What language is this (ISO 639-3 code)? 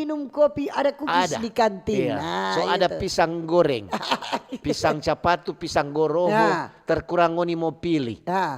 xmm